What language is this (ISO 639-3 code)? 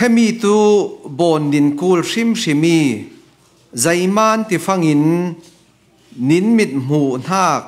cfm